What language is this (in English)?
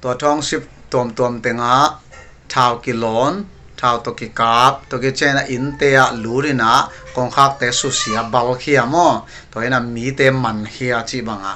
Paite Chin